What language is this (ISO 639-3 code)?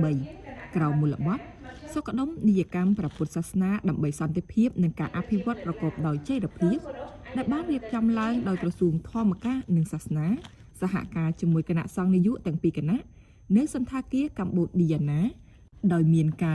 khm